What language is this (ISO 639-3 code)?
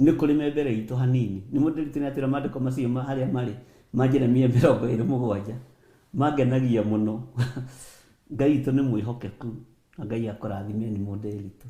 kik